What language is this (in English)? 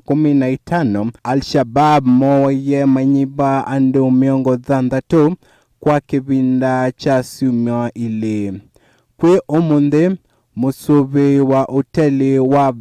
Kamba